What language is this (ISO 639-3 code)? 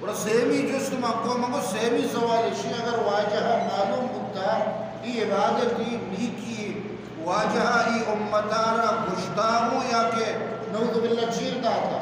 bgp